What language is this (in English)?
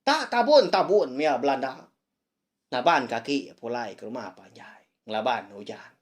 Iban